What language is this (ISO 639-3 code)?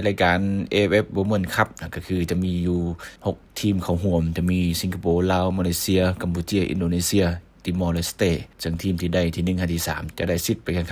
lao